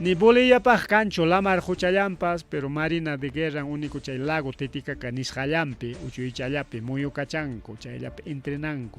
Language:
Ayacucho Quechua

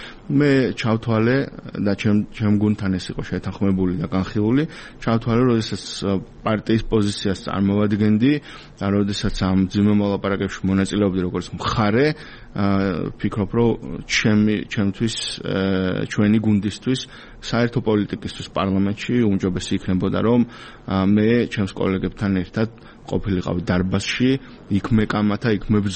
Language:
Georgian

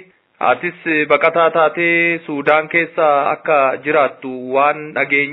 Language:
Oromo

